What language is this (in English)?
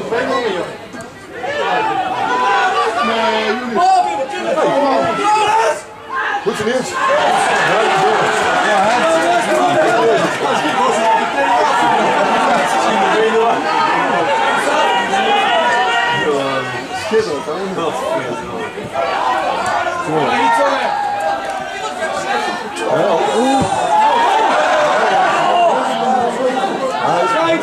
Dutch